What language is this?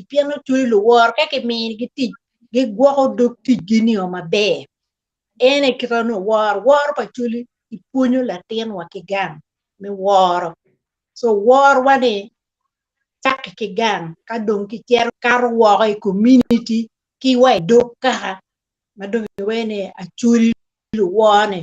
Acoli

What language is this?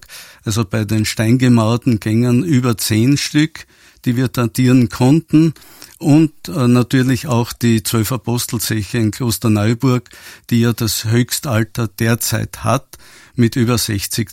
German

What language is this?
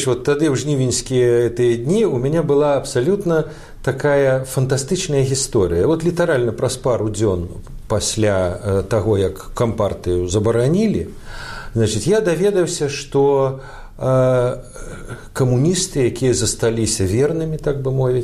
Belarusian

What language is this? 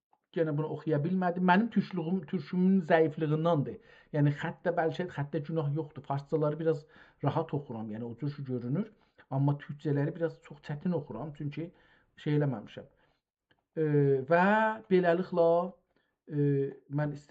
South Azerbaijani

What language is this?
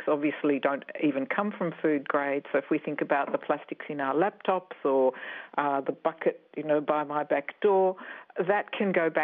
English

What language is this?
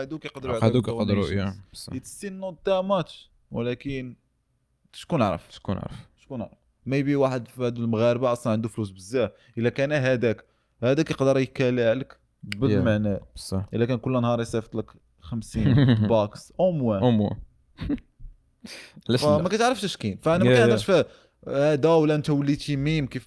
Moroccan Arabic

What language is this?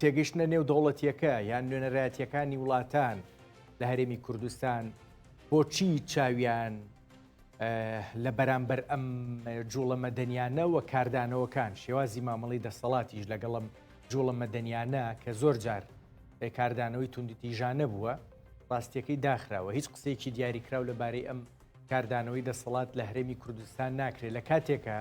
Central Kurdish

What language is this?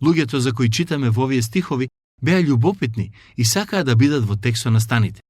Macedonian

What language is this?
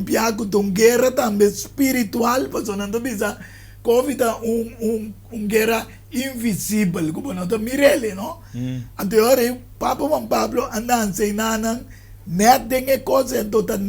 Papiamento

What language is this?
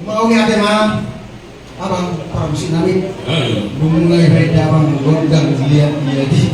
Batak Toba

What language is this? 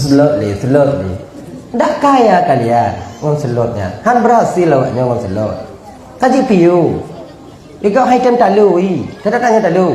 Achinese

